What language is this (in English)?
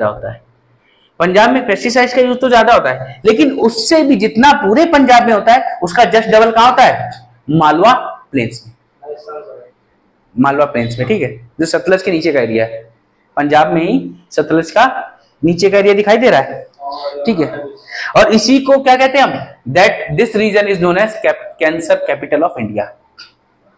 Hindi